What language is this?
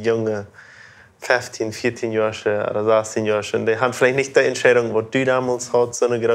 Plautdietsch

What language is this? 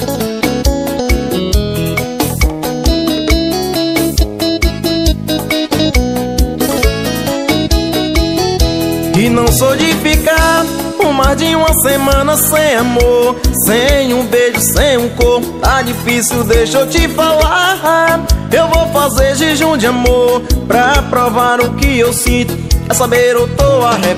Portuguese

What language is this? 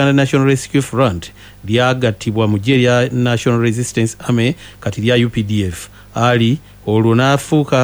Ganda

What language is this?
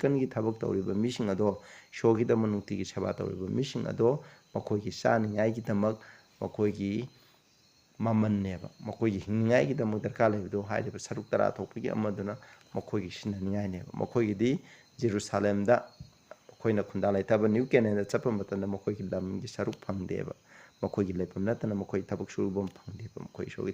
Manipuri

